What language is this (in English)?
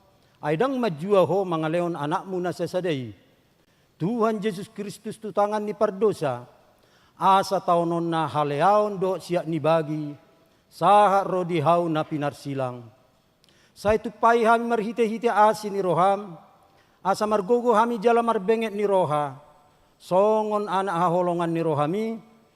Batak Toba